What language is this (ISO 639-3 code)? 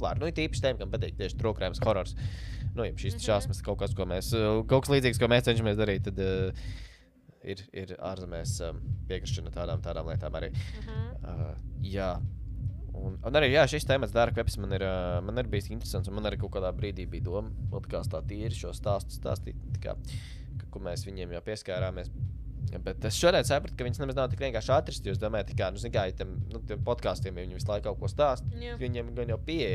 lav